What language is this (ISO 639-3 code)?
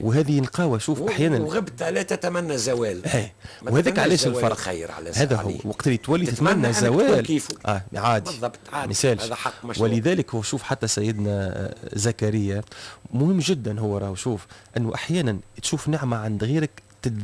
aeb